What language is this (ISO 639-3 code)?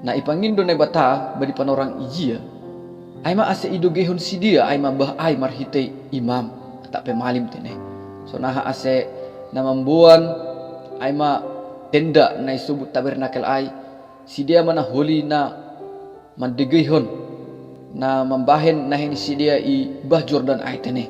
bts